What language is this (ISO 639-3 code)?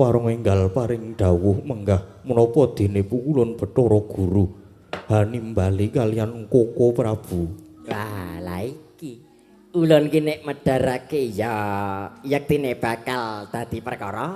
jav